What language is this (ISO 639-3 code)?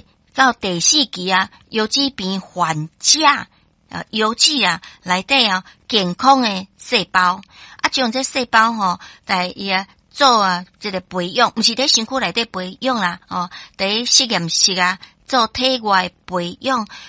nan